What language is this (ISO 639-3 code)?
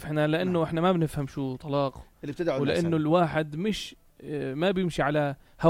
apc